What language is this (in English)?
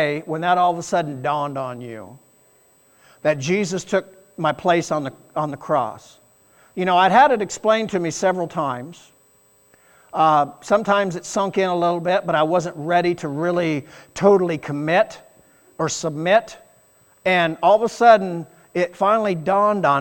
English